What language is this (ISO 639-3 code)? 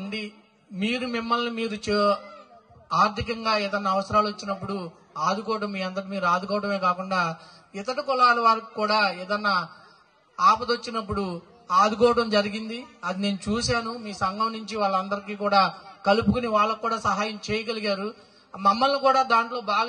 tel